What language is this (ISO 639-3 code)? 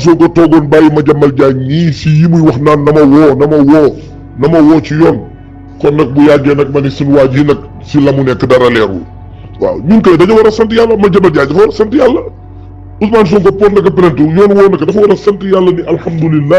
wol